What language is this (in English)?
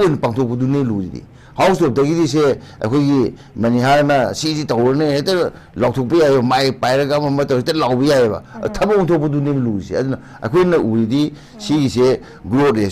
Manipuri